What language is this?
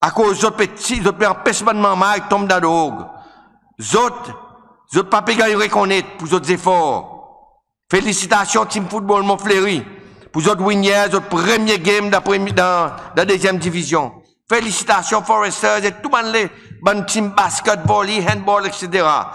Seselwa Creole French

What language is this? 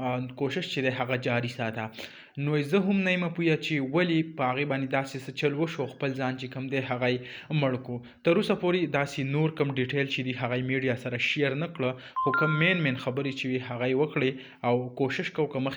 Pashto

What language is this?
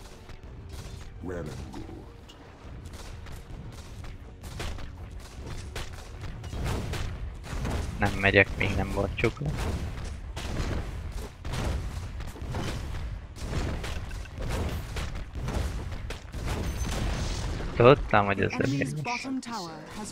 Hungarian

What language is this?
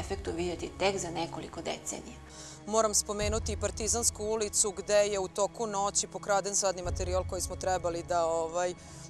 Serbian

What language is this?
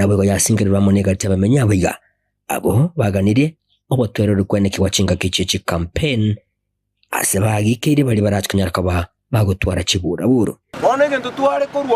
Gusii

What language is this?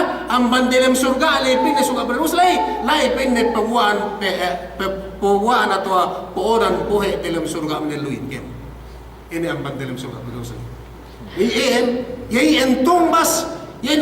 Yakan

